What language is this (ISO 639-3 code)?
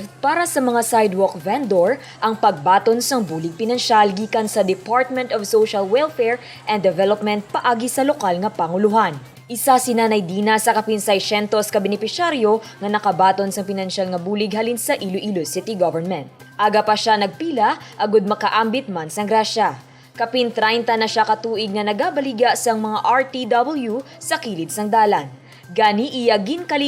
hil